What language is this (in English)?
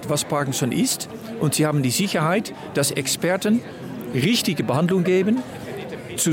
Luxembourgish